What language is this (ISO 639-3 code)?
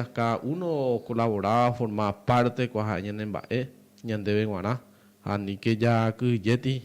grn